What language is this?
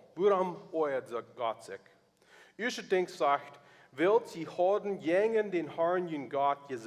Plautdietsch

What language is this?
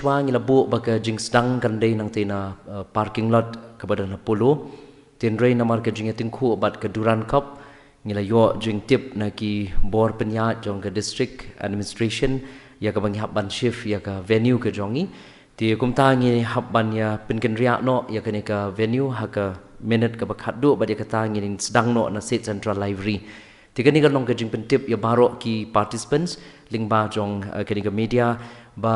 Khasi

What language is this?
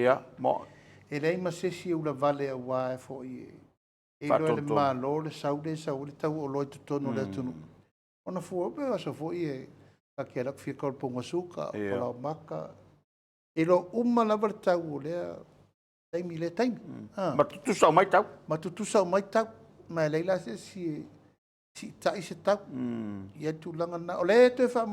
Samoan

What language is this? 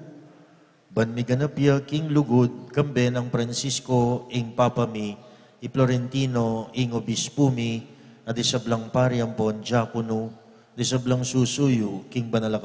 Pampanga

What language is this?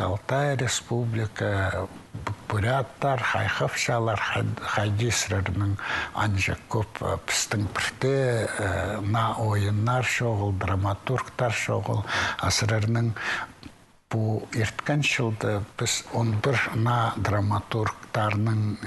Khakas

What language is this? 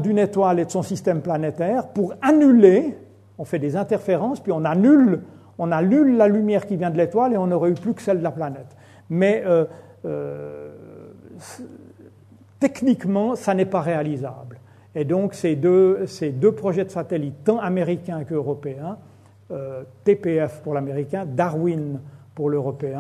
French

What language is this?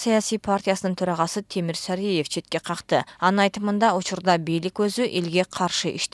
Kyrgyz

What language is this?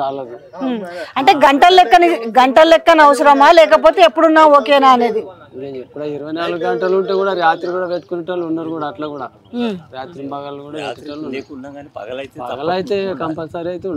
Telugu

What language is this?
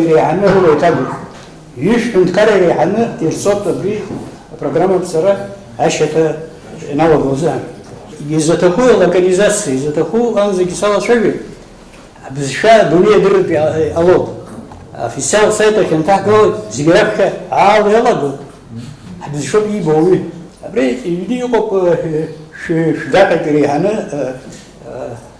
Abkhazian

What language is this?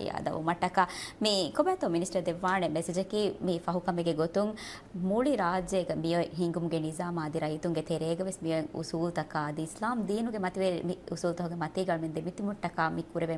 Divehi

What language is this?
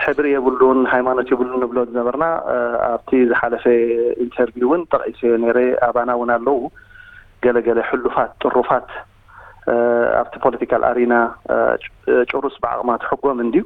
Tigrinya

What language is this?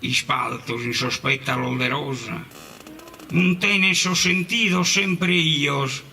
Sardinian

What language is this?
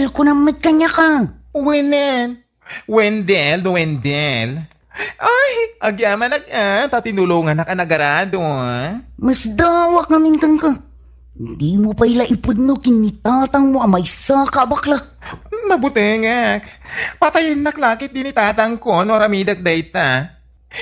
Iloko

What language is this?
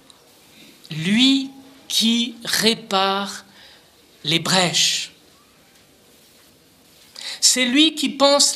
French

